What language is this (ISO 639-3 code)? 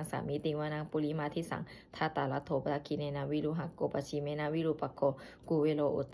pli